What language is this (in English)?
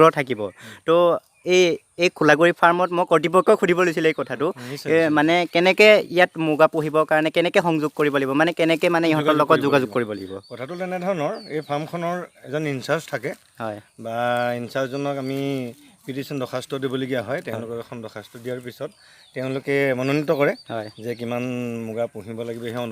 Assamese